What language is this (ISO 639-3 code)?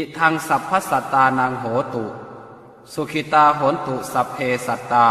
pli